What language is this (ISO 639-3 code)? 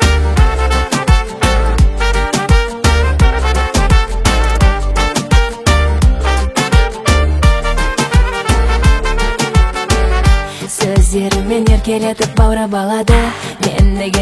kaz